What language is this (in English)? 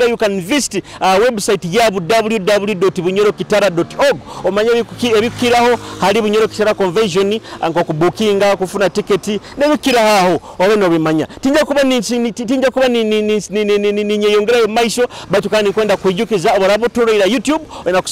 Nyoro